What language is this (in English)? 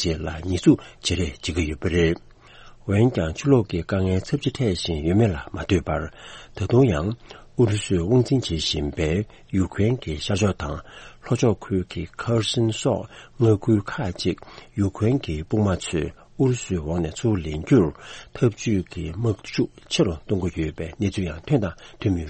Tibetan